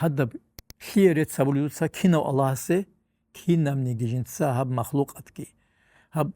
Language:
Avaric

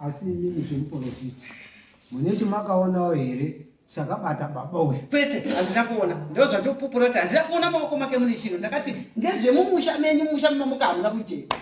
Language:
Shona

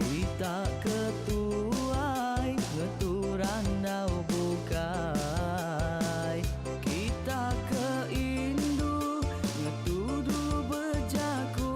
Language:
Iban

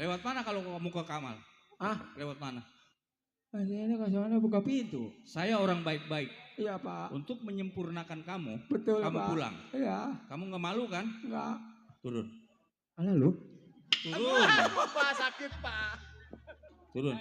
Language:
Betawi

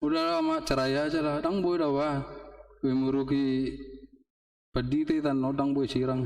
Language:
Batak Toba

